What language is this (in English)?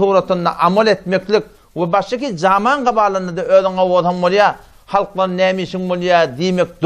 Turkmen